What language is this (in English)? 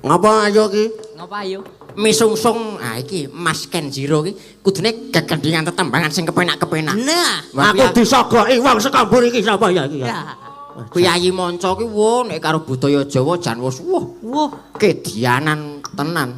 Javanese